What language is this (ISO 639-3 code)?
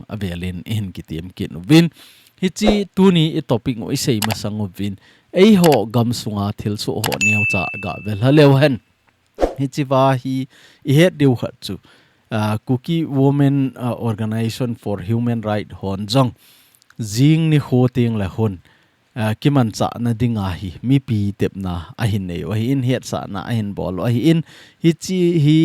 tcz